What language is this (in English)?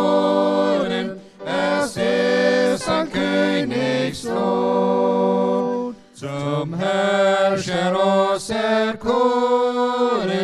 Plautdietsch